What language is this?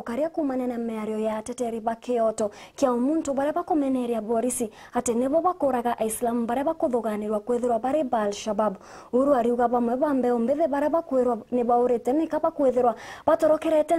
Meru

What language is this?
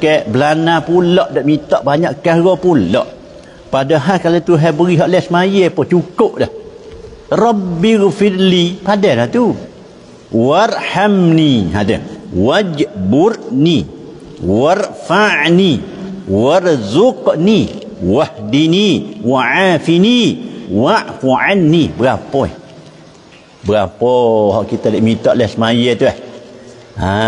Malay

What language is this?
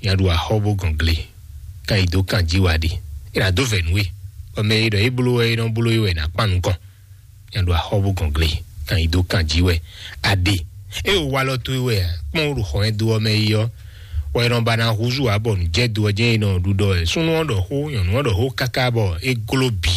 Fon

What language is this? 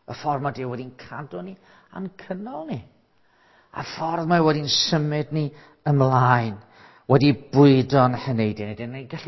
Welsh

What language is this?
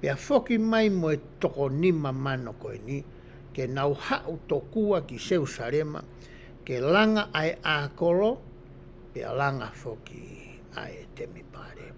Tongan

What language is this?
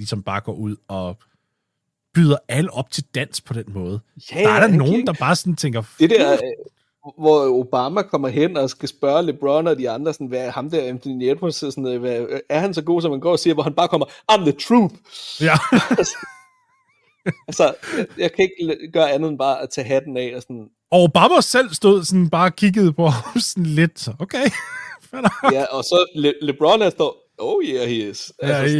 Danish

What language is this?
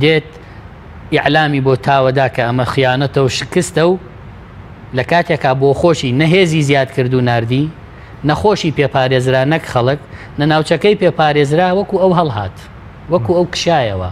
Central Kurdish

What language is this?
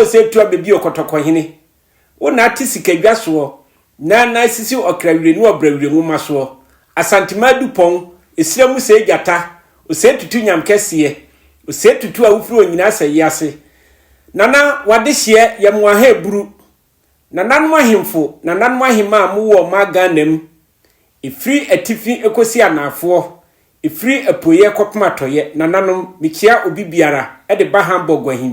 Akan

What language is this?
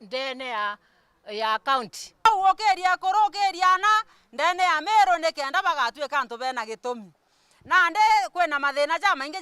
Meru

